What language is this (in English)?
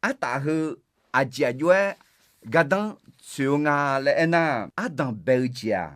Akha